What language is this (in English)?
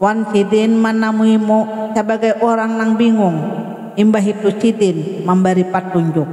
Banjar